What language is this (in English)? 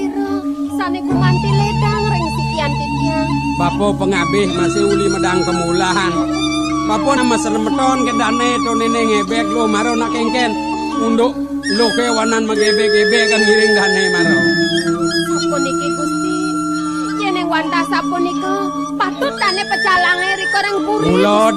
Balinese